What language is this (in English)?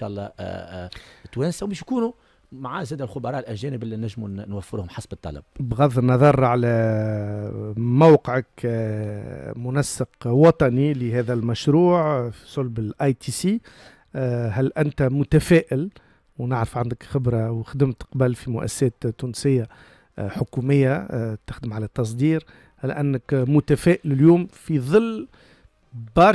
Tunisian Arabic